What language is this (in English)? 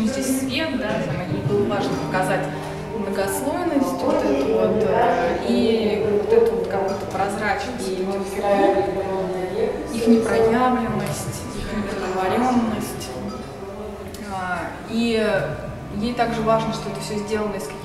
Russian